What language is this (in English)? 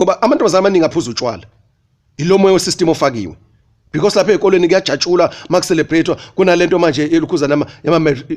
Zulu